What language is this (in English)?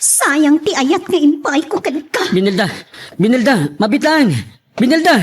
Iloko